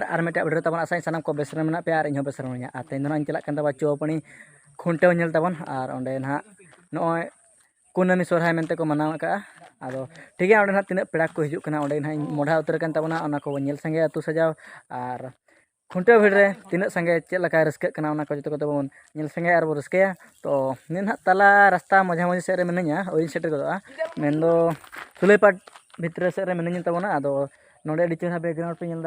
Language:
Santali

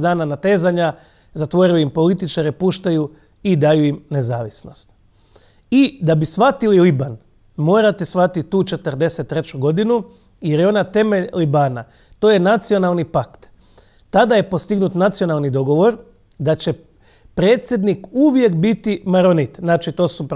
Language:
Croatian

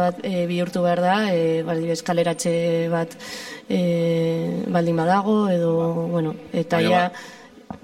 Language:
Basque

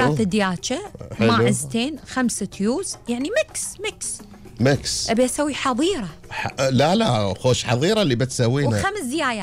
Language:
Gulf Arabic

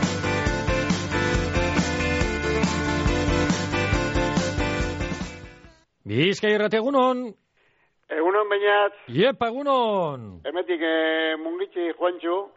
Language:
Basque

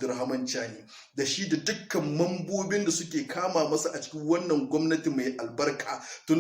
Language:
Hausa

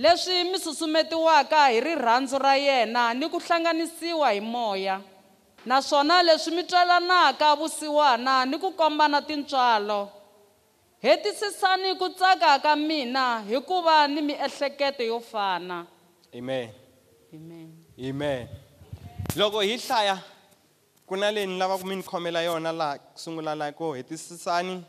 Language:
Tsonga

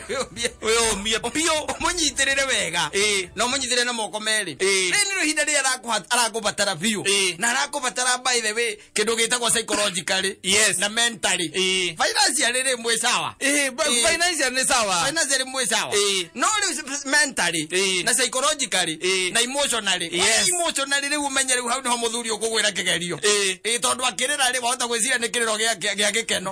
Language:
Kikuyu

